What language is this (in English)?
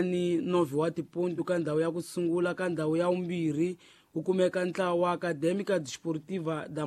Tsonga